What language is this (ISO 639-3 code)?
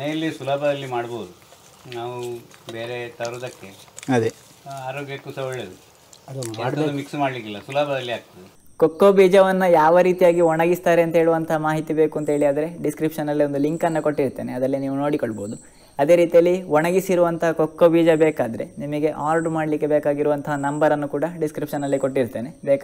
kan